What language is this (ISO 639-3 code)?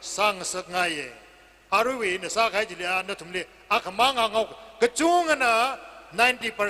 nmf